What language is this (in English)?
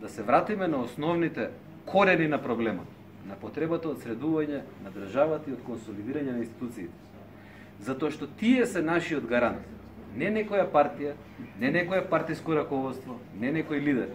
Macedonian